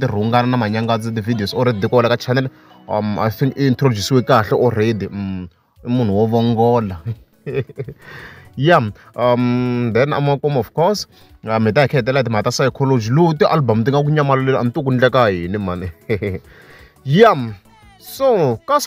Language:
Tsonga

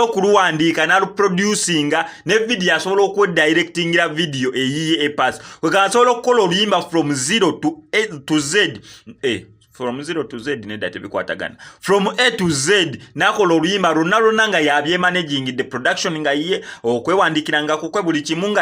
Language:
Ganda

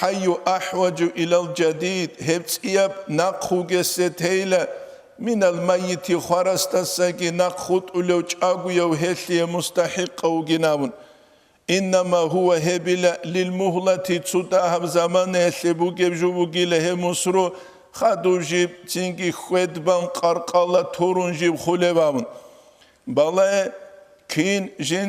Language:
Avaric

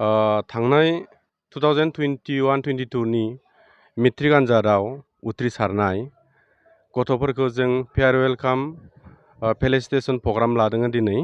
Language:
Bodo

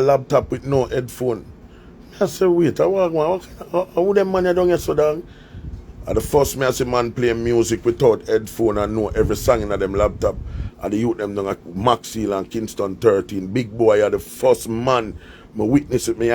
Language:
Jamaican Creole English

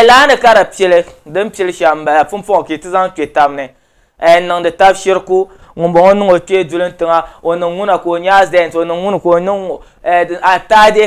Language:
Dagbani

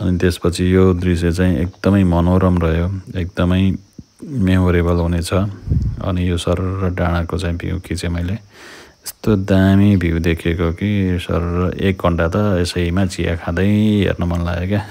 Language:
Nepali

